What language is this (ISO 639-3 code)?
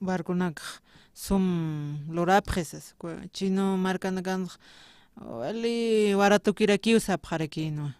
aym